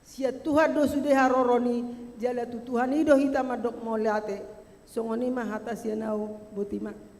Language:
Batak Toba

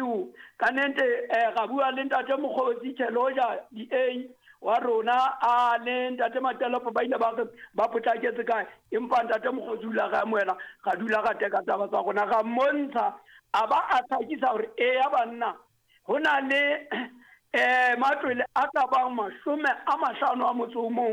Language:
Southern Sotho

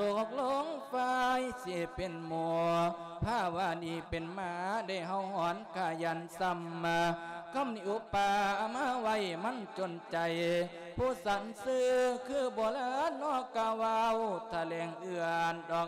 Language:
Lao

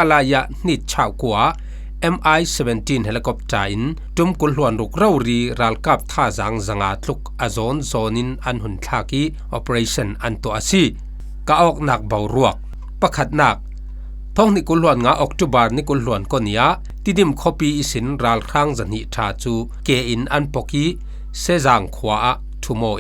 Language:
Falam Chin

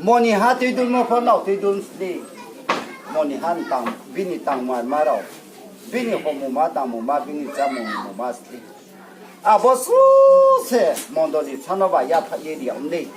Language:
Riang (India)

